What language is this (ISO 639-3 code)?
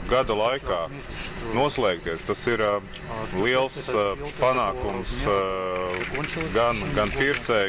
lav